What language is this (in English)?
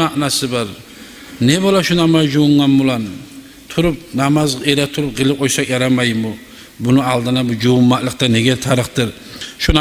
Kumyk